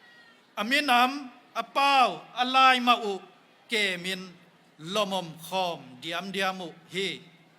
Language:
Tedim Chin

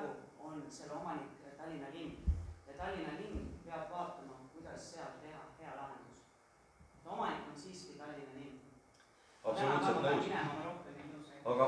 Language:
Estonian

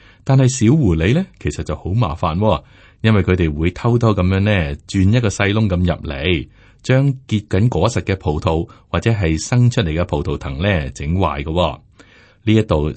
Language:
Cantonese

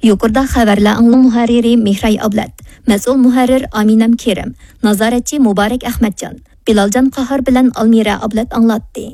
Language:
Uyghur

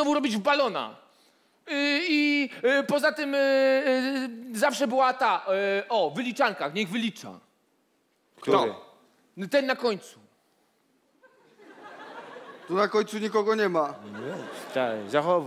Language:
Polish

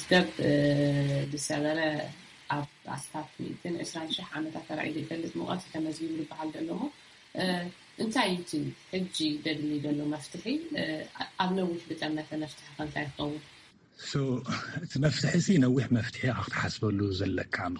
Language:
Tigrinya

